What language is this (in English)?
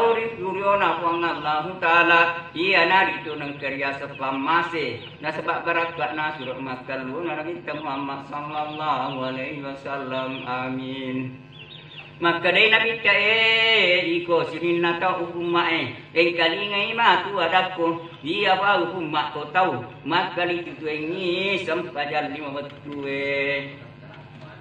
Buginese